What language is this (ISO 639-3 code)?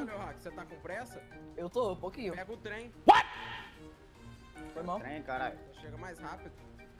por